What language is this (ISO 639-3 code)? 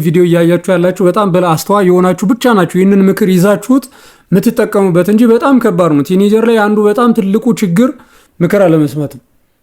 amh